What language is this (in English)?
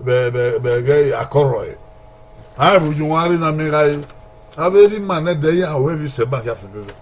Bini